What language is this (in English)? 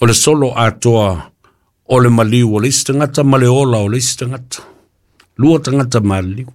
Samoan